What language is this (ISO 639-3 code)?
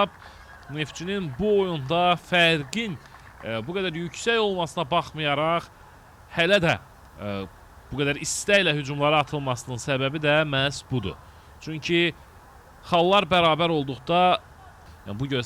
aze